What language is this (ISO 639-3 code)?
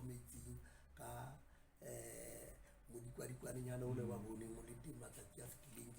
sot